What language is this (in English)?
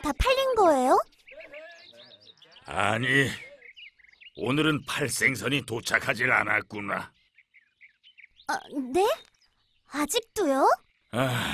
Korean